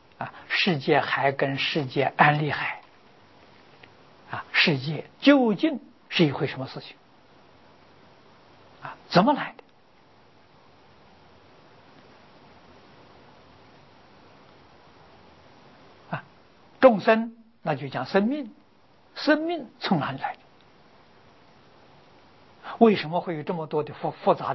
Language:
Chinese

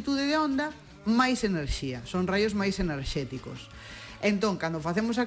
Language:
Galician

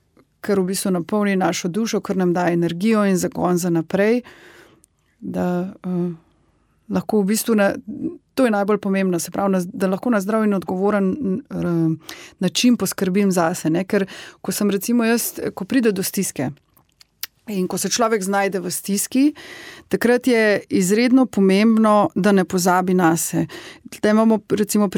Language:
Slovenian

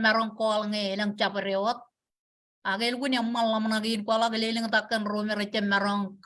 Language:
Marshallese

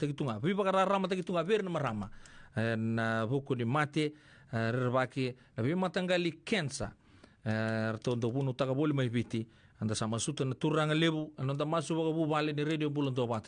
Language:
Fijian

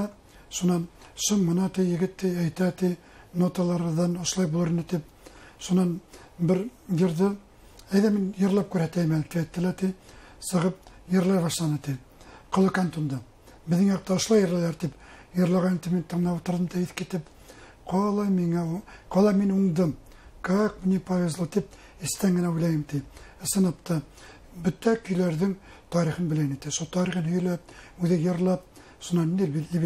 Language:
Bashkir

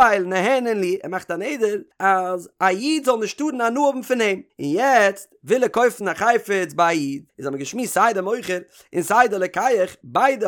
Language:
Yiddish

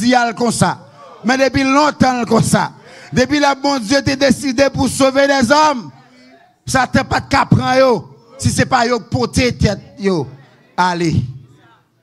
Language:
Haitian Creole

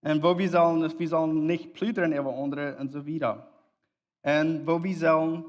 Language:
Plautdietsch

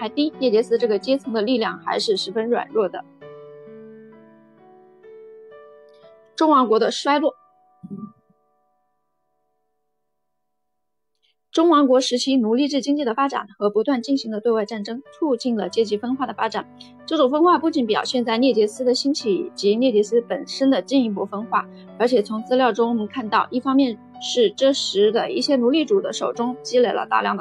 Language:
Chinese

